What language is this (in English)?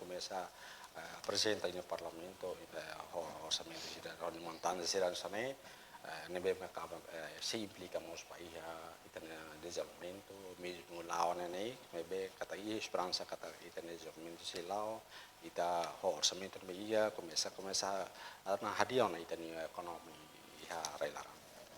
Tetum